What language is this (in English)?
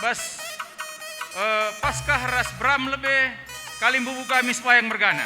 Batak Karo